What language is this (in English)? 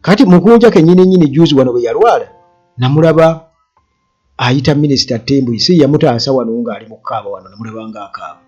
Ganda